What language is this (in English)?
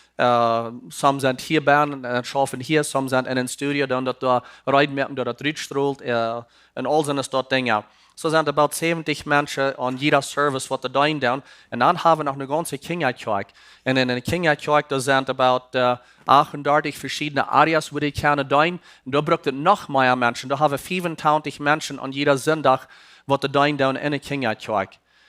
Plautdietsch